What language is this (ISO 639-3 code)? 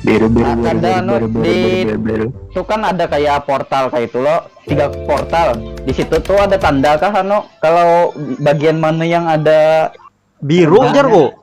bjn